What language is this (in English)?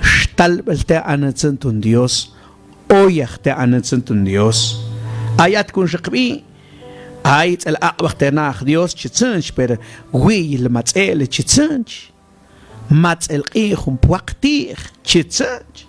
Mam